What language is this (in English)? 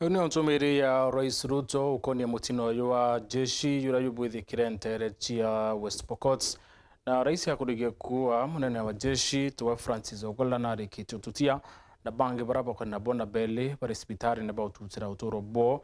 Meru